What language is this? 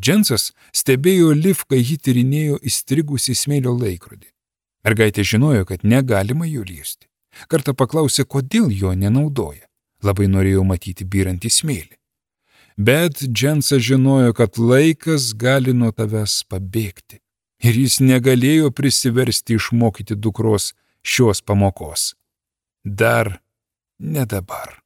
Lithuanian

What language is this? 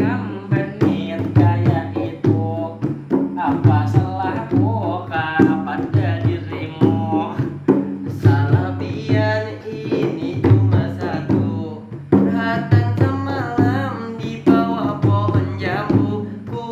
Banjar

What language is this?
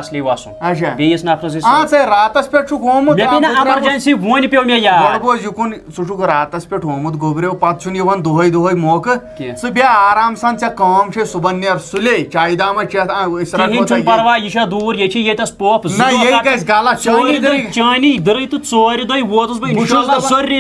Kashmiri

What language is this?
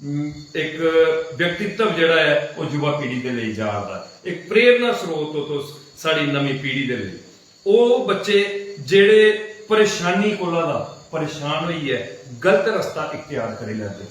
Dogri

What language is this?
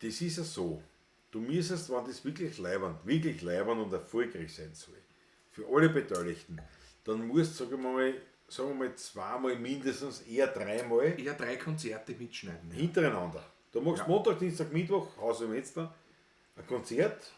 Bavarian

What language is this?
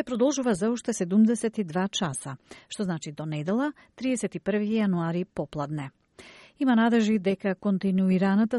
Macedonian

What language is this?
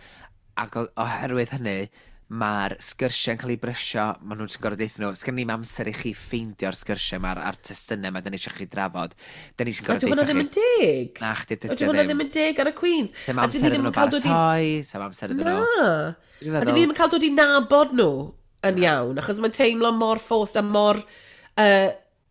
Welsh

